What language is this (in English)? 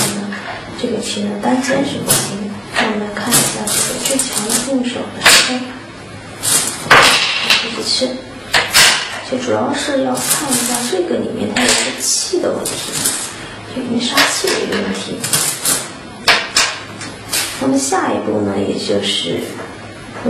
Chinese